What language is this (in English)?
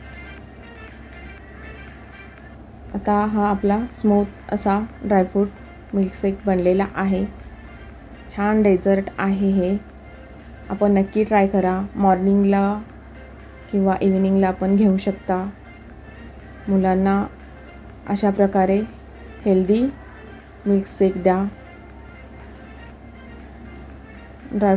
Marathi